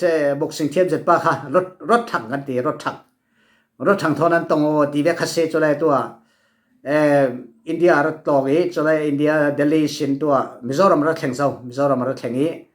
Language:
Falam Chin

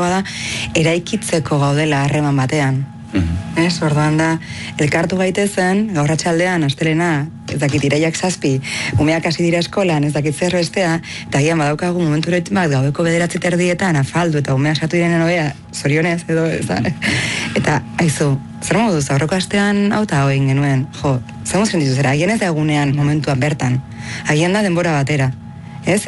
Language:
Basque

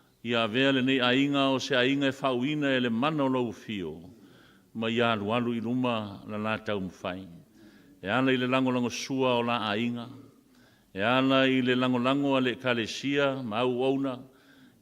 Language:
Samoan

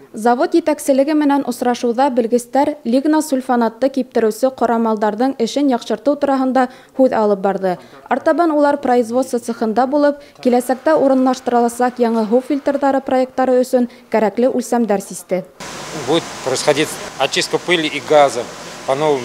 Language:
Bashkir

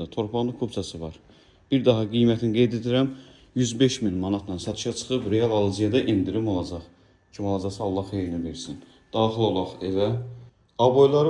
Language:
Azerbaijani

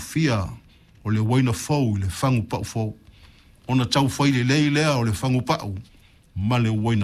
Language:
Samoan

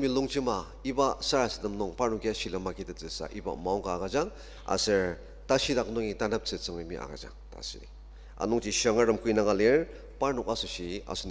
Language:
Ao Naga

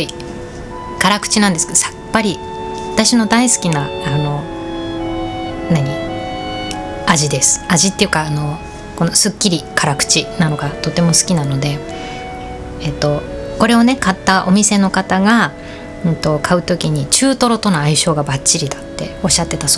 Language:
Japanese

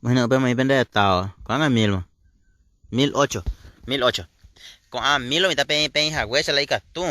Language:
Guarani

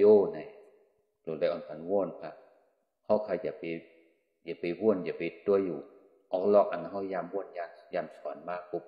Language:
Shan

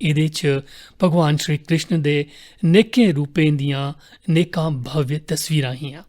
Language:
Dogri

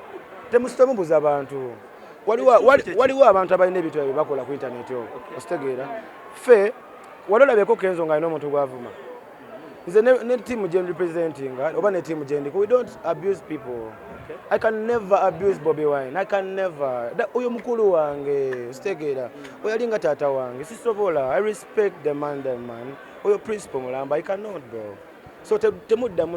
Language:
Ganda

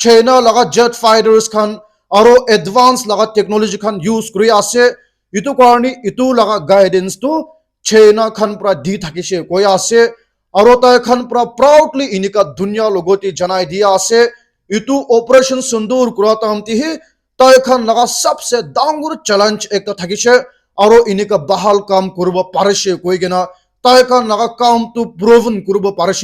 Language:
Naga Pidgin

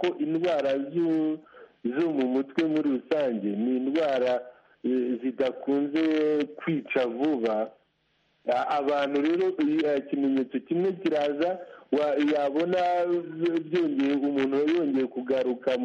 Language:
Kinyarwanda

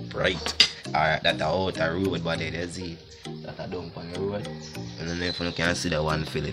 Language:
Jamaican Creole English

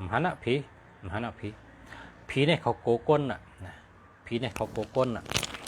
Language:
Shan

